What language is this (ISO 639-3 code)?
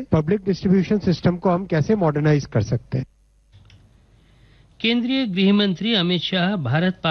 hin